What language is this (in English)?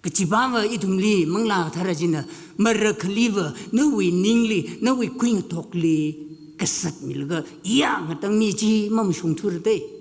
Tangkhul Naga (India)